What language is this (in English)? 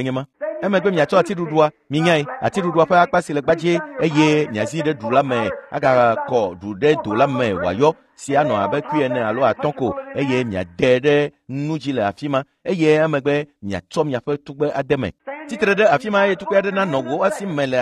Ewe